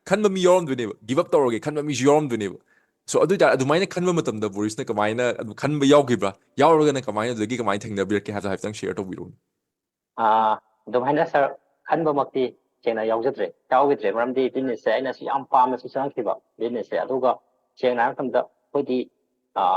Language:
Manipuri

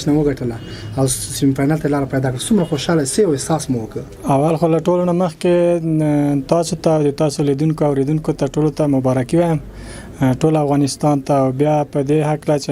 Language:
Pashto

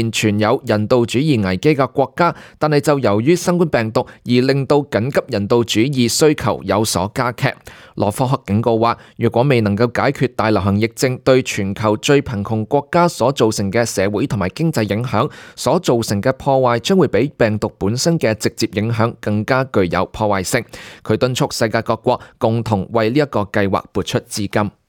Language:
Cantonese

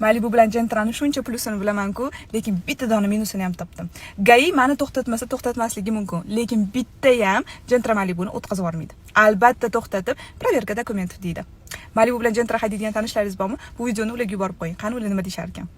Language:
Uzbek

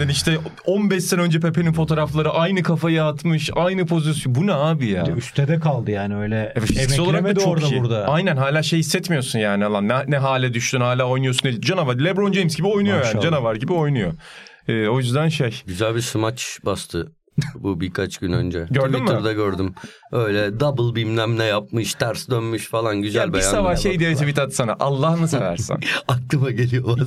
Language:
Turkish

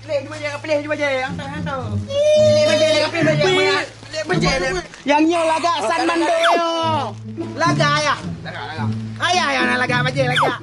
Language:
Achinese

